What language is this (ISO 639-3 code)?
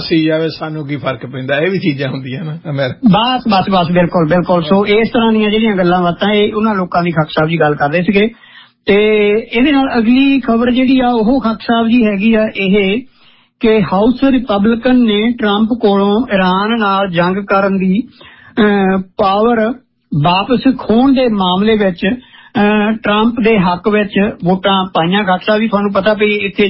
pan